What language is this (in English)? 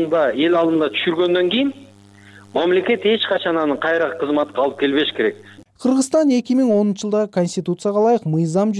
Kyrgyz